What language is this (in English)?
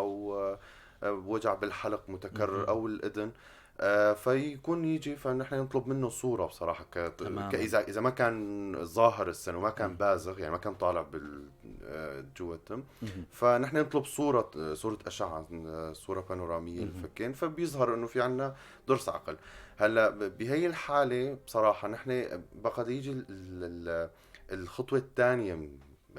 North Levantine Arabic